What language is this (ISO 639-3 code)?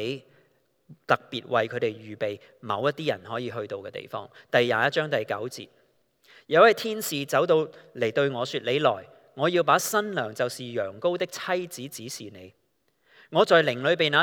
yue